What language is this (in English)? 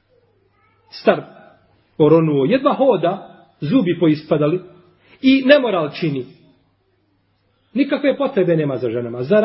Bosnian